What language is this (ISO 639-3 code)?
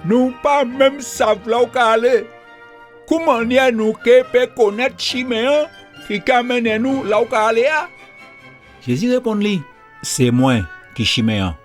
gcf